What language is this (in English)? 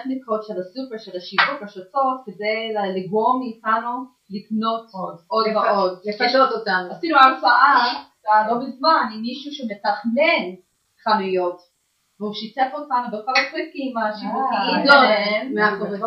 Hebrew